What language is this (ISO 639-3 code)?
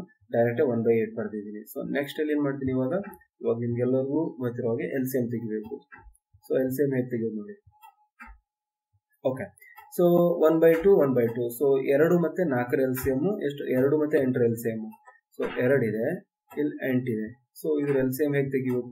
kan